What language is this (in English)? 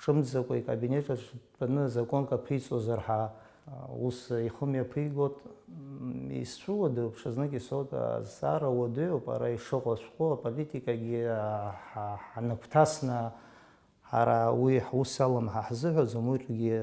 Abkhazian